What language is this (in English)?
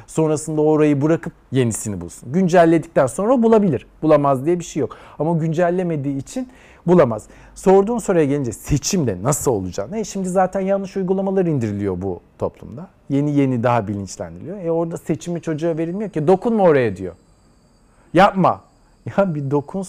Turkish